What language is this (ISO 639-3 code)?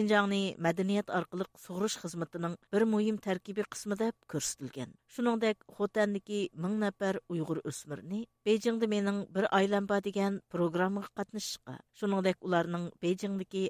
uig